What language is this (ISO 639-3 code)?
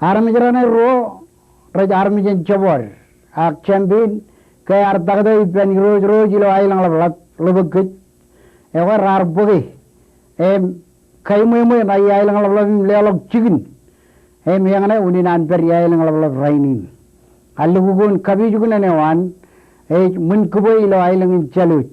mah